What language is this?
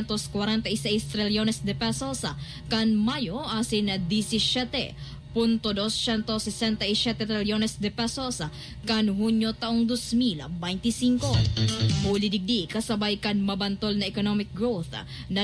Bikol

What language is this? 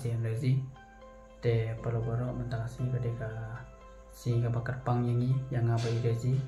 Khasi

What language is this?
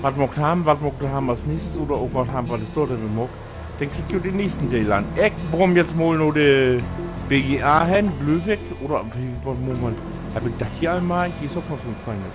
Low German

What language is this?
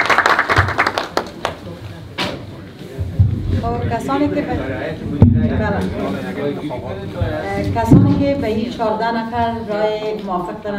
Persian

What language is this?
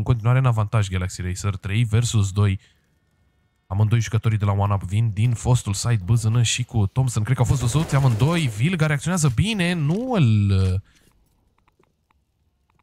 Romanian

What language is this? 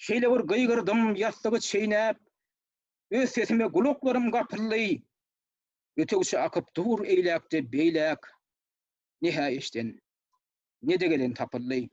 Turkmen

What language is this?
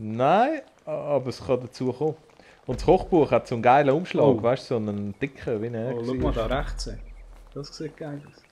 Swiss German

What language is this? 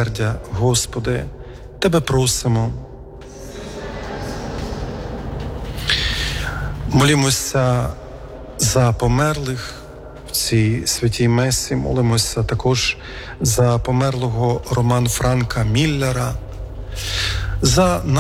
Ukrainian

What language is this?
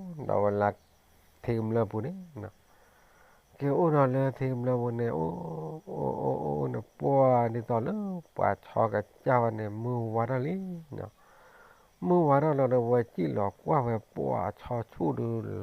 S'gaw Karen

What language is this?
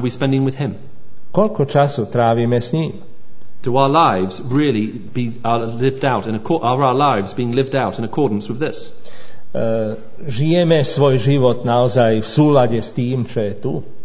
Slovak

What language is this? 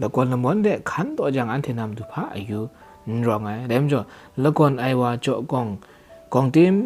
Kachin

